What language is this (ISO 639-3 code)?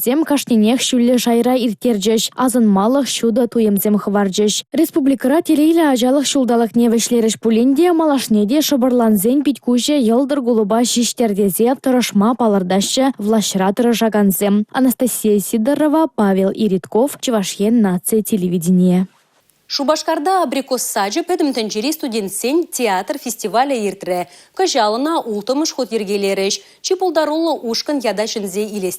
chv